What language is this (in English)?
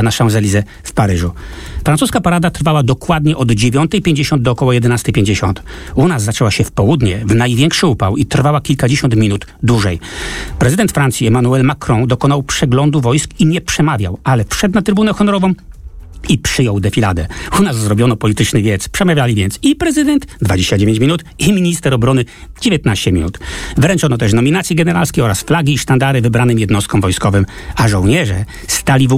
Polish